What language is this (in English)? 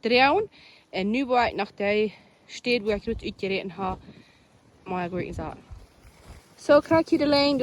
Plautdietsch